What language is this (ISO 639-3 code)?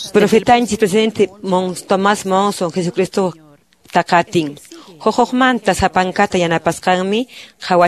que